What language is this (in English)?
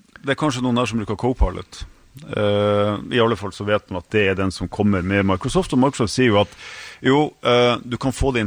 Norwegian